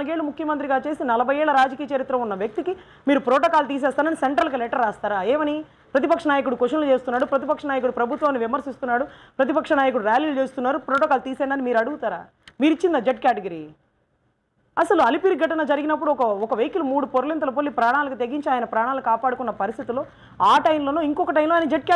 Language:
Telugu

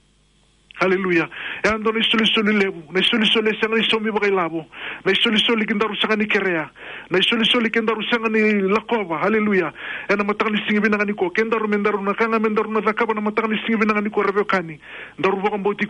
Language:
Fijian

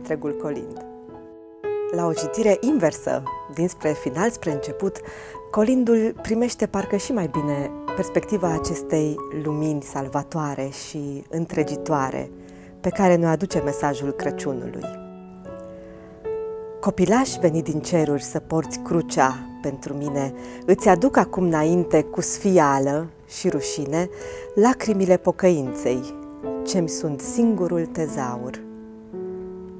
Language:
Romanian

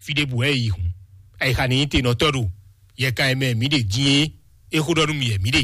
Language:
Fon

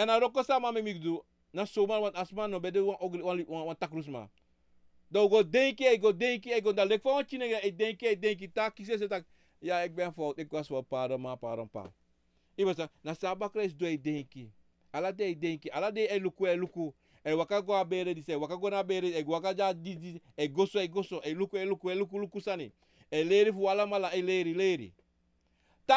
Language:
Sranan Tongo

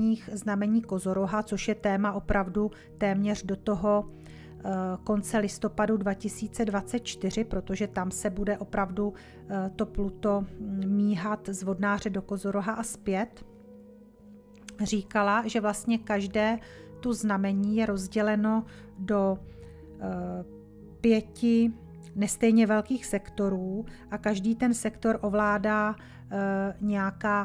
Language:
Czech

